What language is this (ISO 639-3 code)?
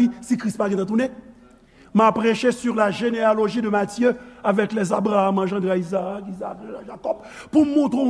hat